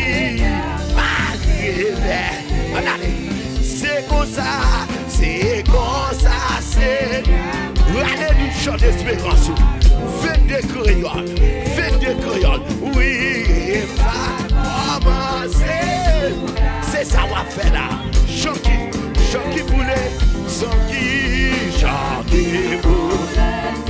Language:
French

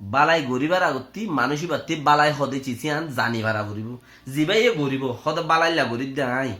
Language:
Rohingya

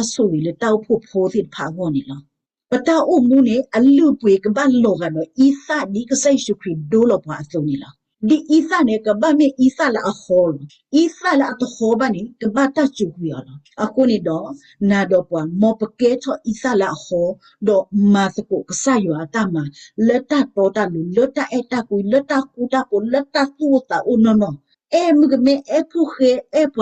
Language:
S'gaw Karen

